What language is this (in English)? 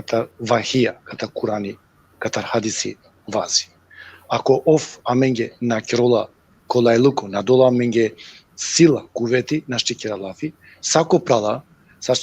Balkan Romani